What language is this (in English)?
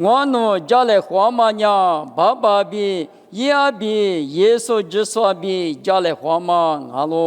Lisu